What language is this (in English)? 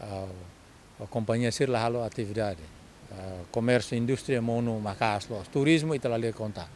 Tetum